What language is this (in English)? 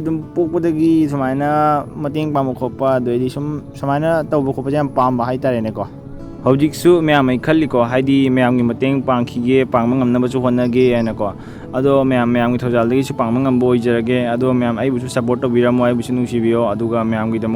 Manipuri